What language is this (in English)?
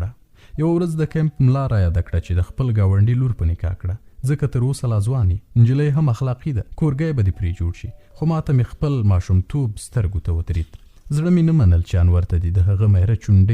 Pashto